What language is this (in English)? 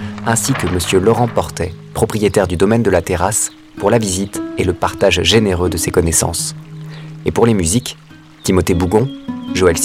French